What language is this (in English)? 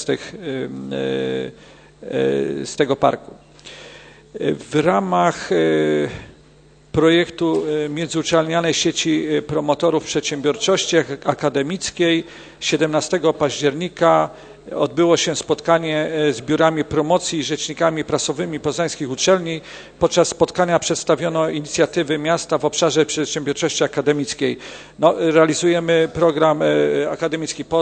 Polish